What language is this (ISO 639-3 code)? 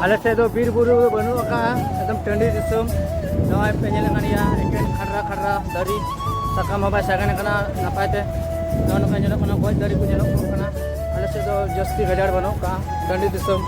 sat